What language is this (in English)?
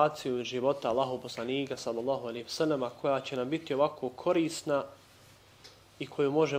Bosnian